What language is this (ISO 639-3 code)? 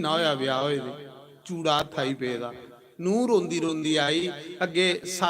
doi